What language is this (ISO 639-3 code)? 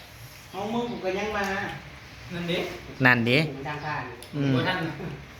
tts